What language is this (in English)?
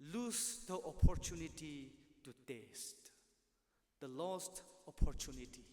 Tangkhul Naga (India)